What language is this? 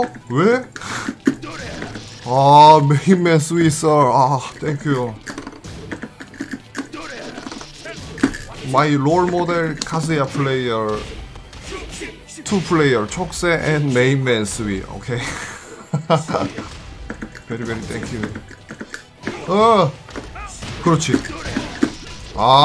Korean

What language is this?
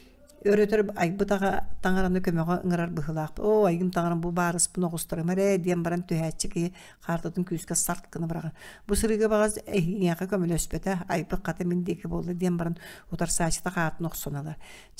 Yakut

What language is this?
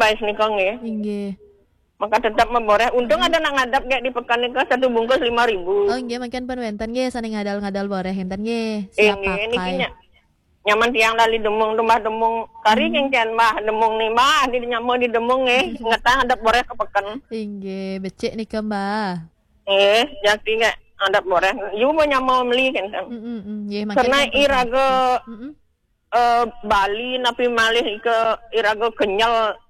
Balinese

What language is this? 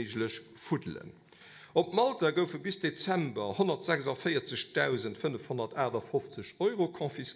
Luxembourgish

